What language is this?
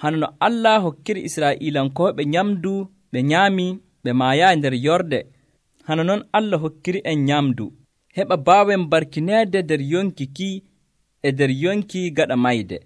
Nigerian Fulfulde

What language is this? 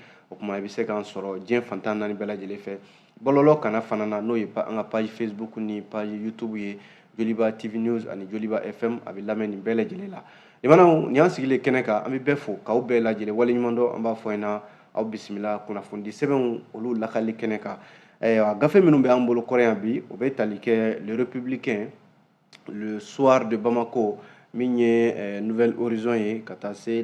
Bambara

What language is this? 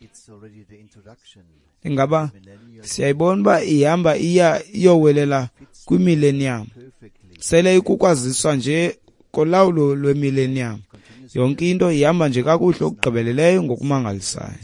Xhosa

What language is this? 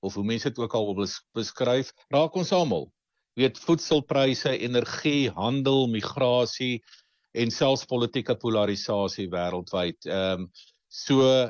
Afrikaans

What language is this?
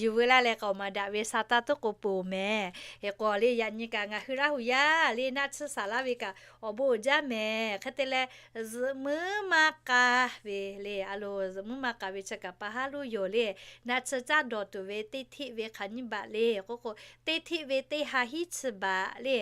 Lahu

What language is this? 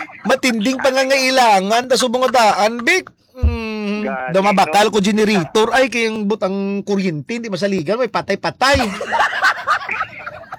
Hiligaynon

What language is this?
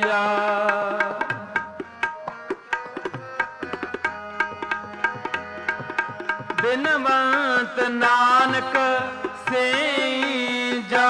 Punjabi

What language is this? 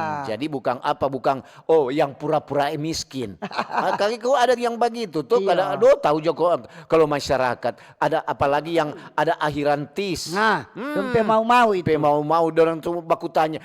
Manado Malay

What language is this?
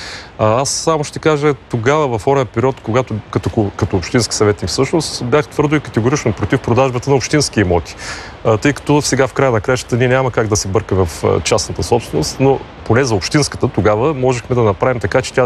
Bulgarian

